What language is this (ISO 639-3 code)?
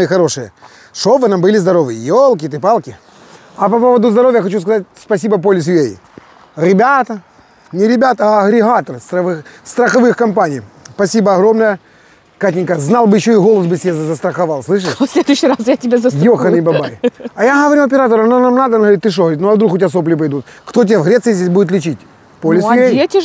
rus